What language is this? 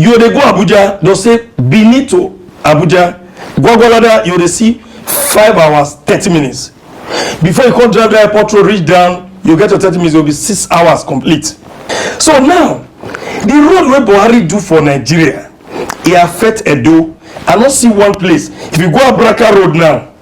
Nigerian Pidgin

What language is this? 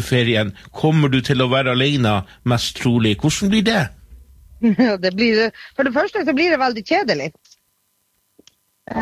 Norwegian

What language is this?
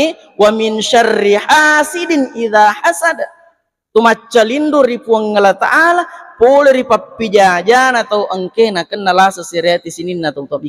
Buginese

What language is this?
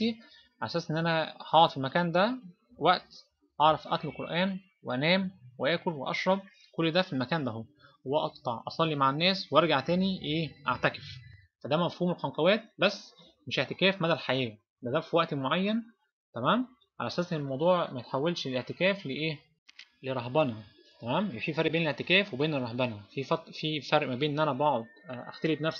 Egyptian Arabic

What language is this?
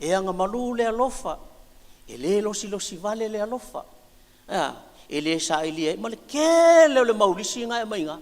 Samoan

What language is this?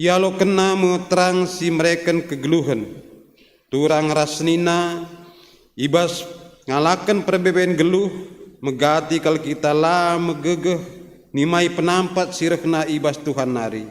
Batak Karo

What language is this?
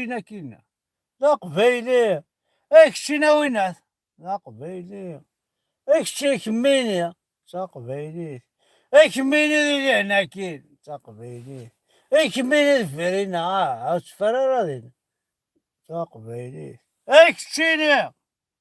Kabyle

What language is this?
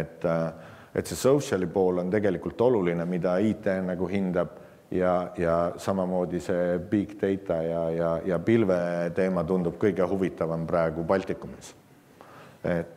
Estonian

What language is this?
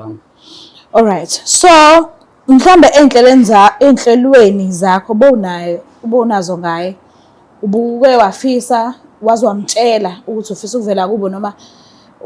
Zulu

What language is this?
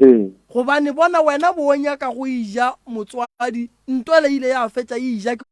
Northern Sotho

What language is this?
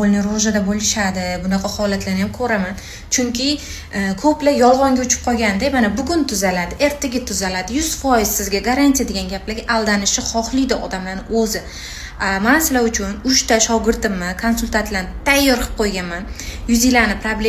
Uzbek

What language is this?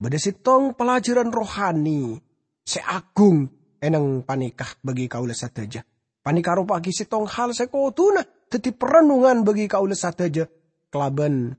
Madurese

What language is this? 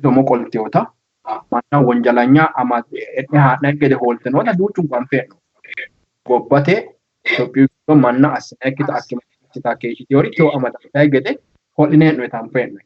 Sidamo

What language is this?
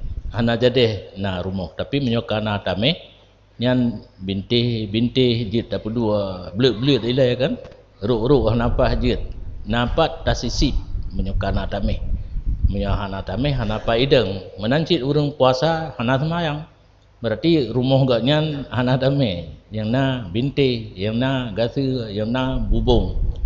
Achinese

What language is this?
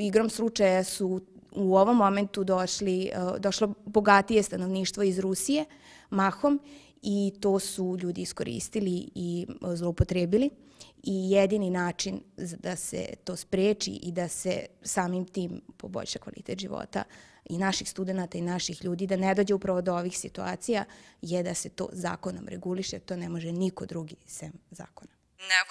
Serbian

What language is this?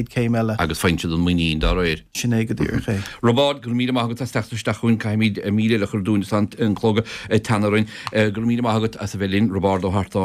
Irish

